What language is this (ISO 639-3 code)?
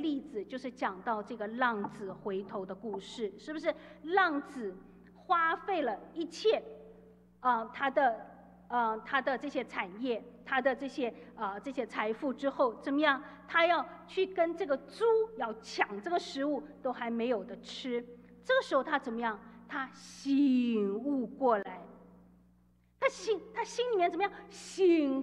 zho